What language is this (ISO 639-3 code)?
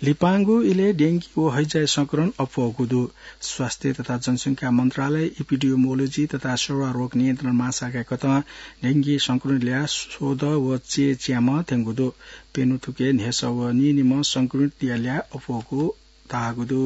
new